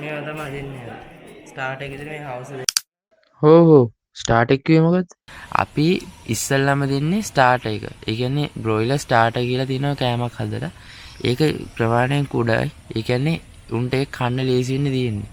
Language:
Sinhala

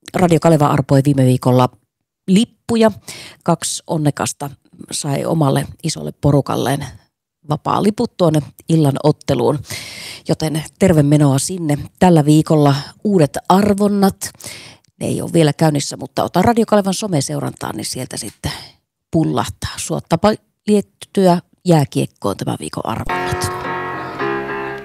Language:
Finnish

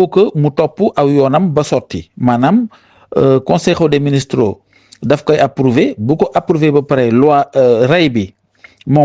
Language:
Wolof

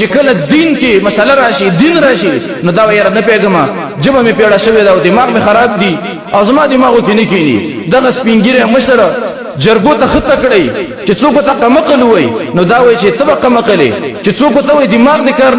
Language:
Pashto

